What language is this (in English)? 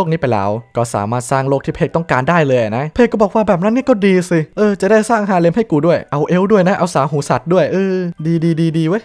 Thai